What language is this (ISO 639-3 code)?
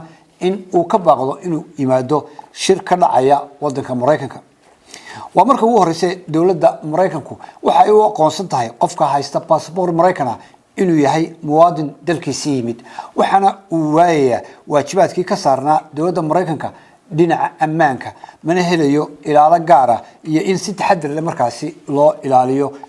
som